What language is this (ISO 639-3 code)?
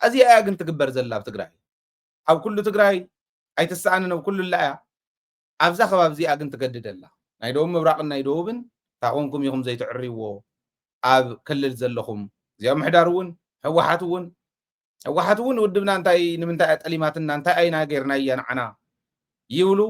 tir